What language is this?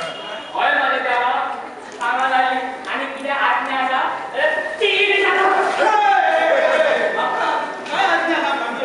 Konkani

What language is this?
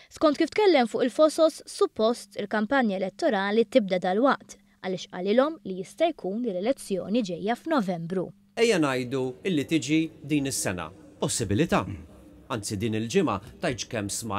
Maltese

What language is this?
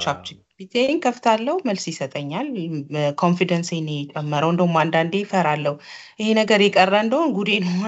Amharic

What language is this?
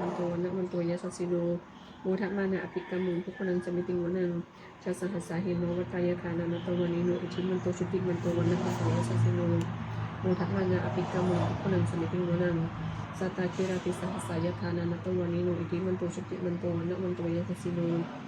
Pali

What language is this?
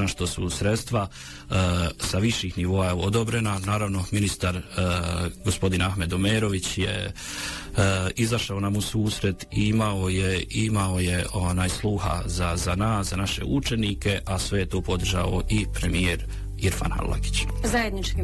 Bosnian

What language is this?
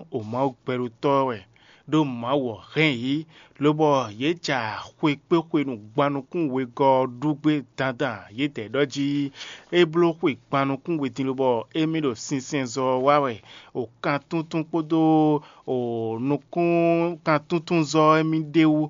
Fon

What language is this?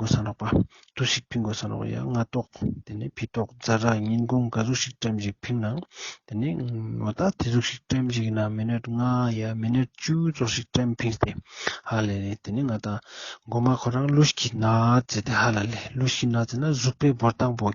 Ladakhi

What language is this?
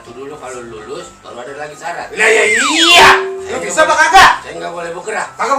Betawi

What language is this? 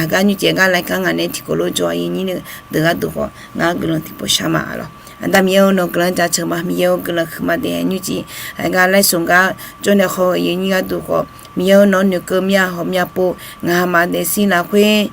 Akha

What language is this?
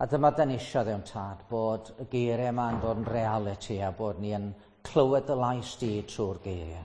Welsh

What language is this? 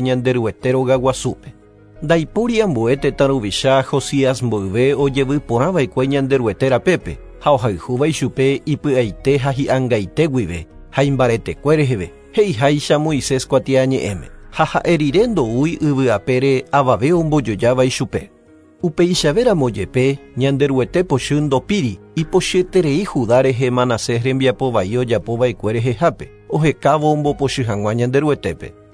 Guarani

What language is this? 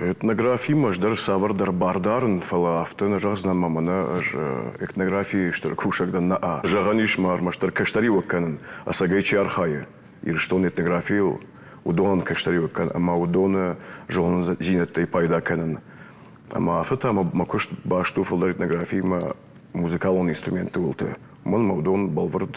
Ossetic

